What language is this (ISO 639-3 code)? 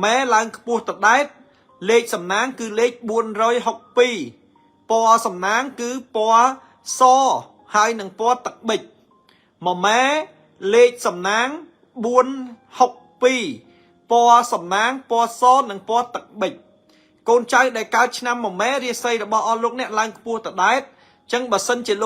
khm